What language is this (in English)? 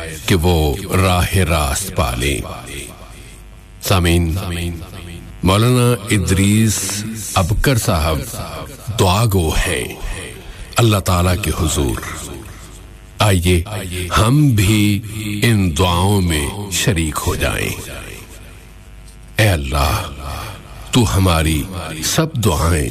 Urdu